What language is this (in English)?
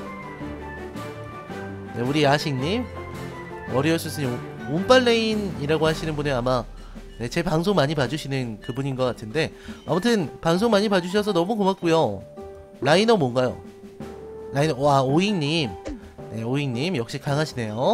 Korean